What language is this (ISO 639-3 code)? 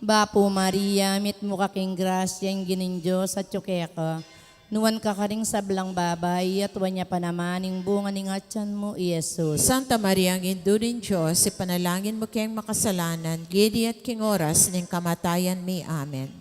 pam